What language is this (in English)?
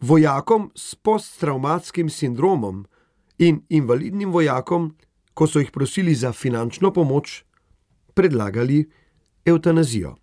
Slovenian